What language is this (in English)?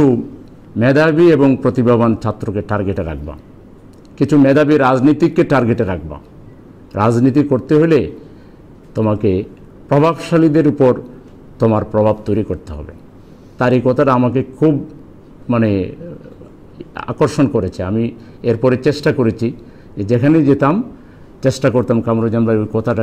Bangla